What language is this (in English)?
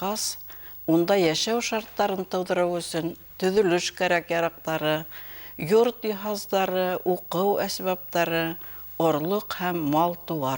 Bashkir